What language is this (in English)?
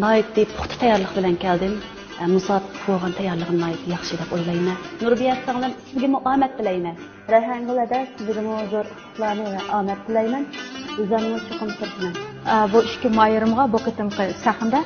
Uyghur